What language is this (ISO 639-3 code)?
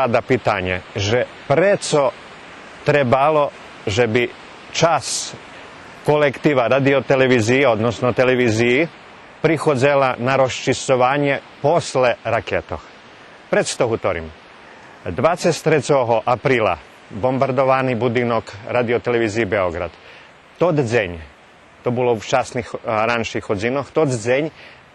rue